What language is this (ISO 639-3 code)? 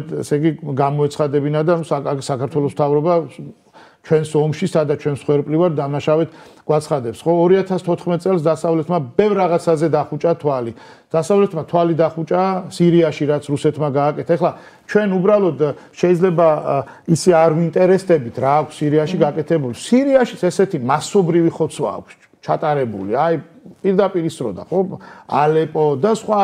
kat